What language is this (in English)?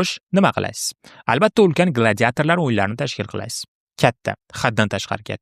Uzbek